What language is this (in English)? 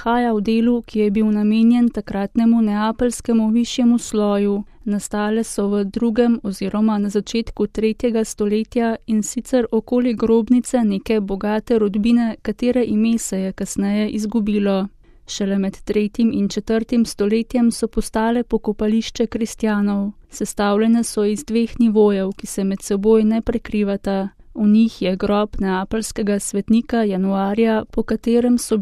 Slovenian